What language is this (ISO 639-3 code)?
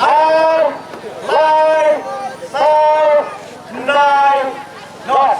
kha